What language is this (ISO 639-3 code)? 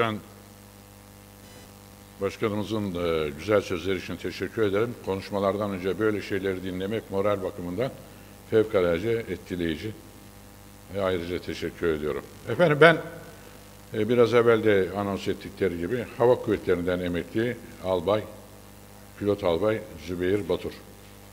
tur